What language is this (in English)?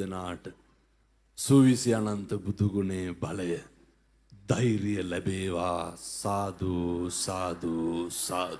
Sinhala